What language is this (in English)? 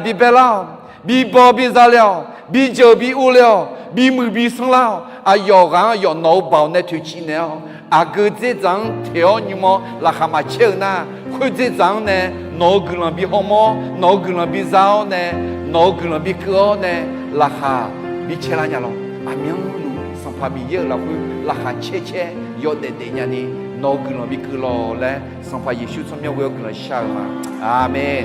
Akha